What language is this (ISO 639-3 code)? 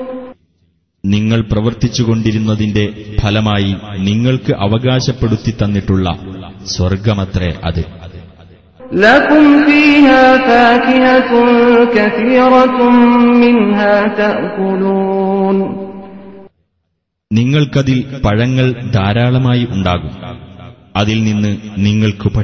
mal